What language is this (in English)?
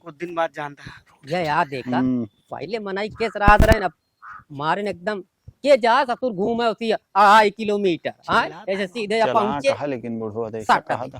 Awadhi